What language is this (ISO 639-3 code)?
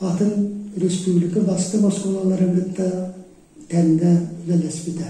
sah